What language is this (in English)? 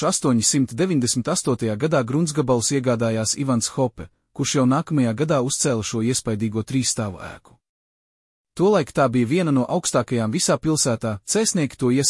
Latvian